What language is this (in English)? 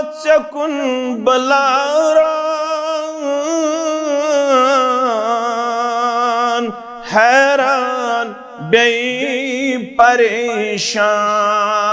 Kashmiri